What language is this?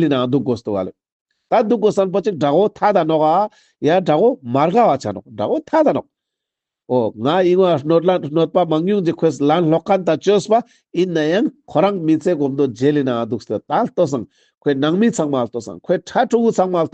Ladakhi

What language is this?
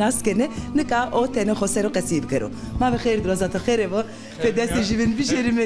Zaza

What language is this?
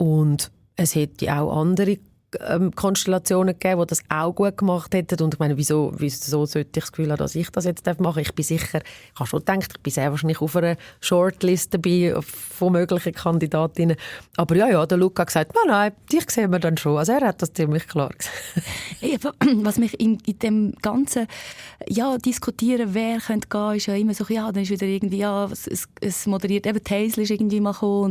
Swiss German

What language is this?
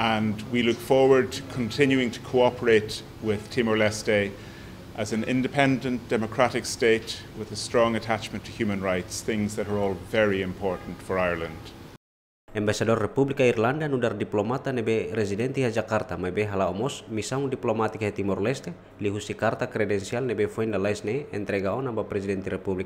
Tetum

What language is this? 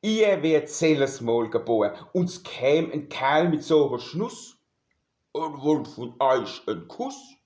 Palatine German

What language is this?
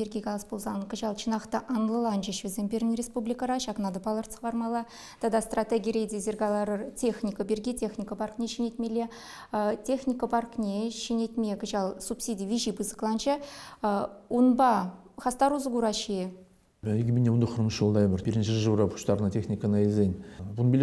Chuvash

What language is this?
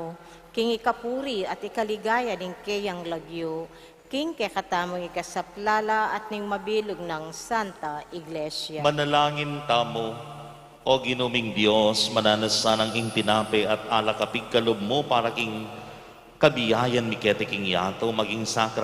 Pampanga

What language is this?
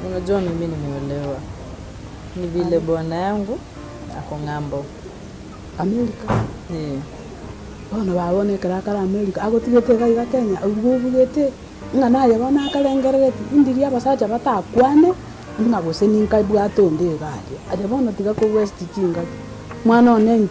Gusii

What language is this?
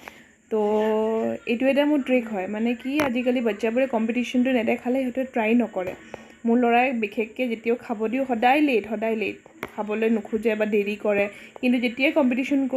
Assamese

